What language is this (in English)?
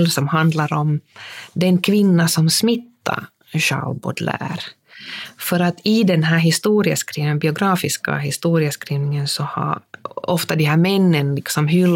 Swedish